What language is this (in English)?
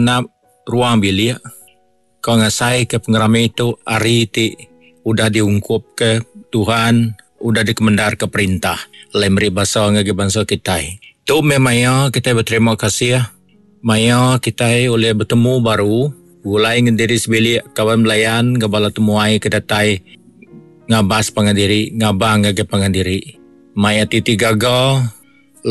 Iban